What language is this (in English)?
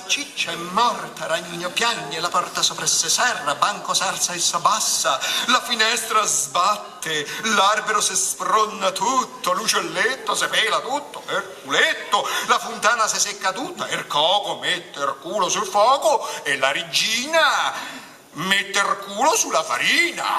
Neapolitan